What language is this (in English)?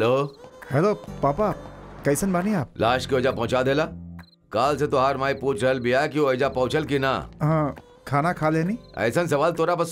Bhojpuri